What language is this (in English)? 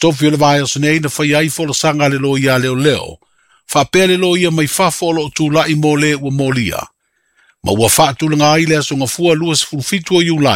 Samoan